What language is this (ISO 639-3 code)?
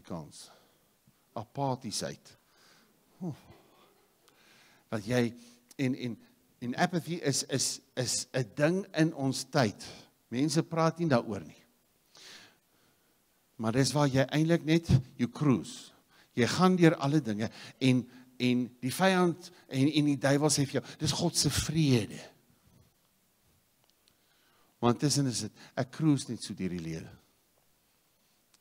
afr